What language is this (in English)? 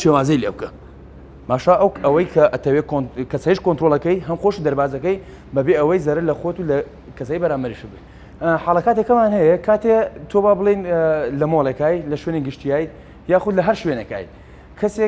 Central Kurdish